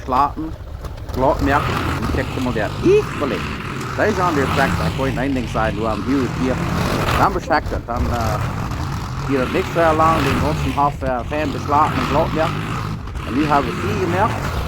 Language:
Plautdietsch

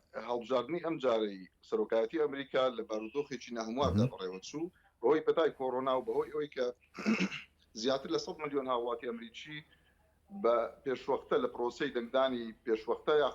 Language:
Central Kurdish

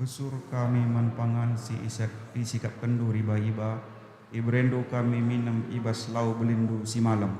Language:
Batak Karo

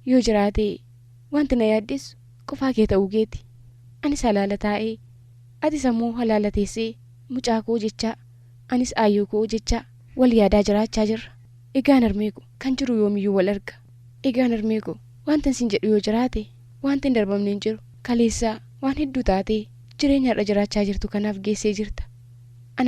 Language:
Oromo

